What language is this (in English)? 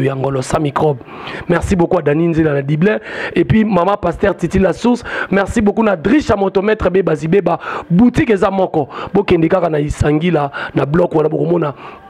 Lingala